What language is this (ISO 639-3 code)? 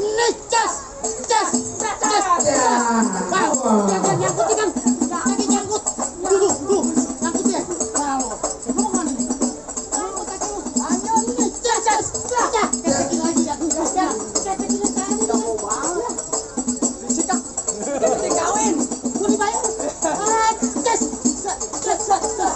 bew